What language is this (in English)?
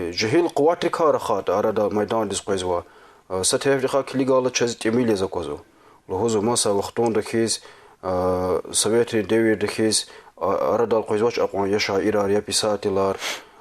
Lezghian